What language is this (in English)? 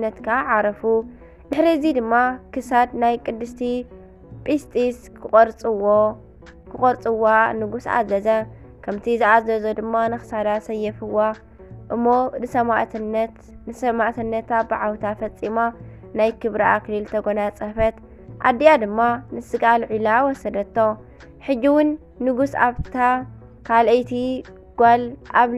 Tigrinya